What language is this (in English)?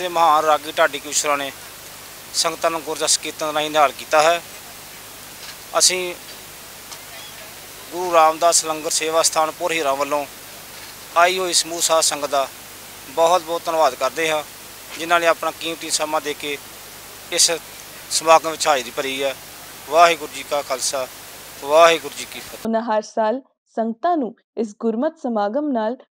Punjabi